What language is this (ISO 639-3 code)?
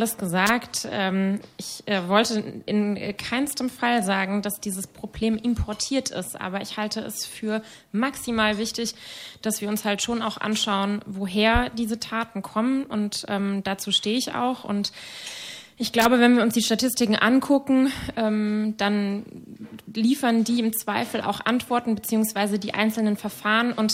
deu